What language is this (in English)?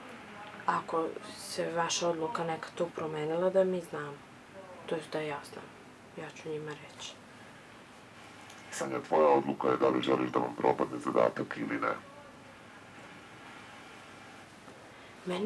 Serbian